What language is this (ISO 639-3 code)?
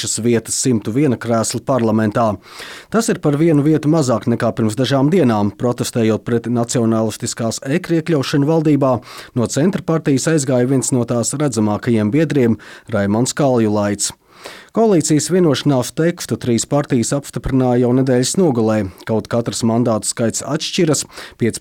lav